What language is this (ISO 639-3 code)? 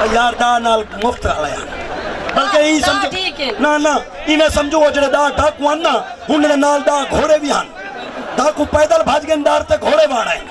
skr